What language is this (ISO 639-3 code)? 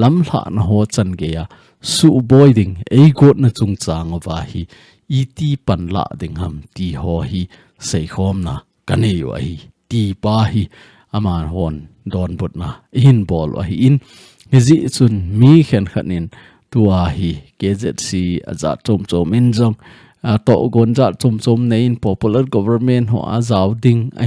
tcz